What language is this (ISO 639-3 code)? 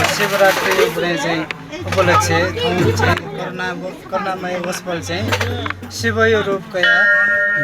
new